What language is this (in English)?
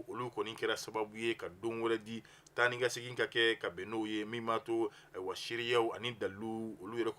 Bambara